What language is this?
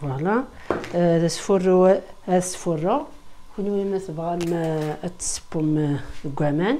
Kabyle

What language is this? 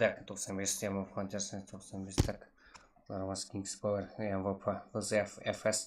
Kara-Kalpak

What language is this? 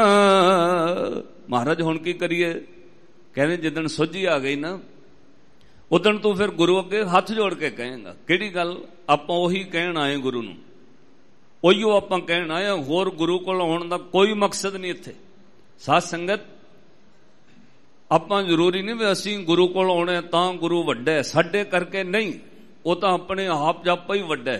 Punjabi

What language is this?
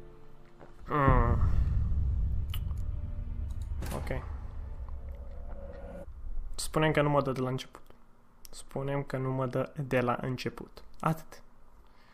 Romanian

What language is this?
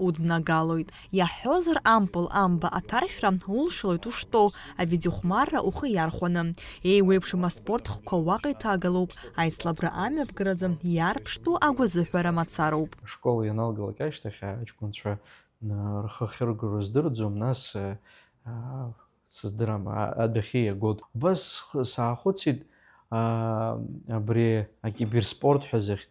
Abkhazian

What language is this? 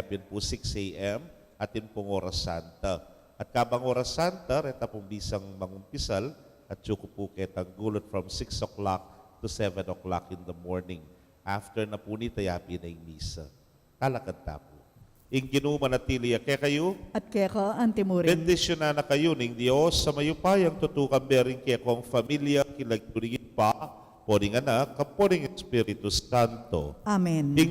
Pampanga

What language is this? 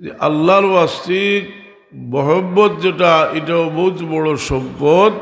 Sylheti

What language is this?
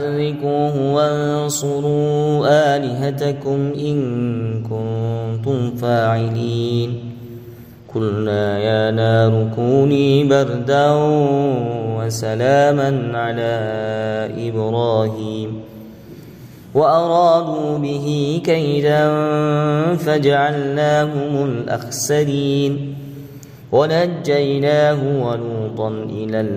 Arabic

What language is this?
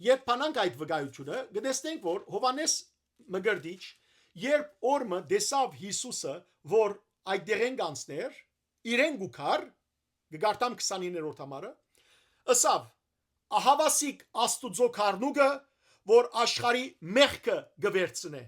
Western Armenian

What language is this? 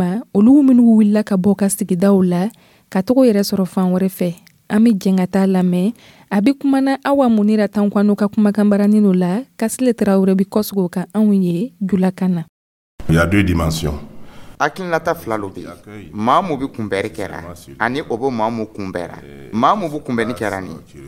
Dyula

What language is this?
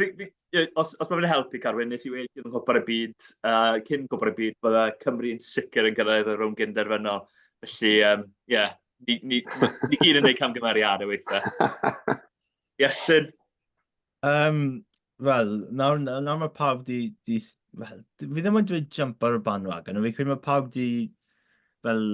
Welsh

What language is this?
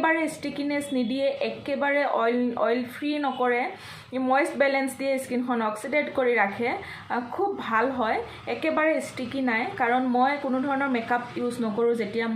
Assamese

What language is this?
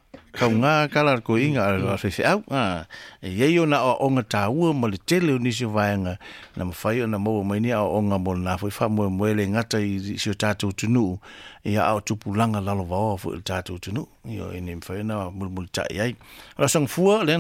Samoan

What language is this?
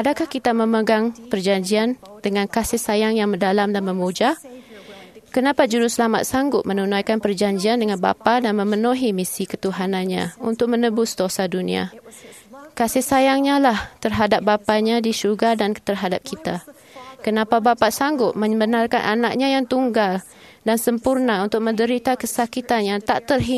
Malay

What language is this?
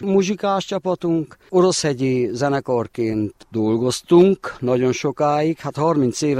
Hungarian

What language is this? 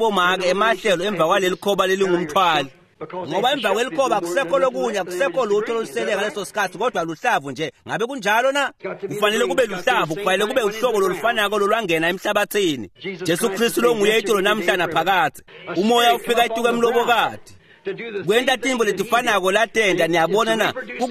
Swati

